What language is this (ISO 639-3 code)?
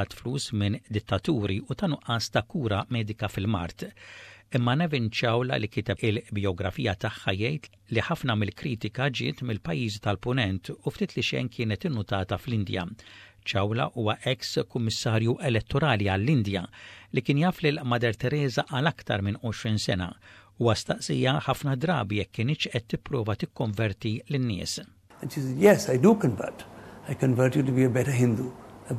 mlt